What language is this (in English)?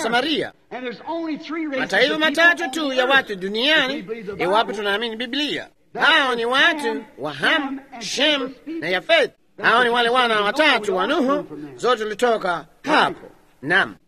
Swahili